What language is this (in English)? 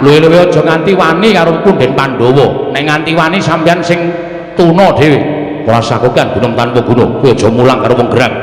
Javanese